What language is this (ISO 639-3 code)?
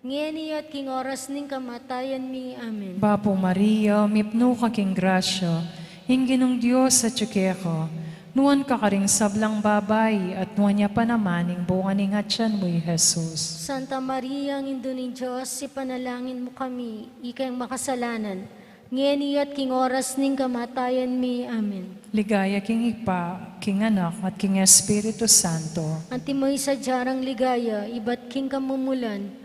pam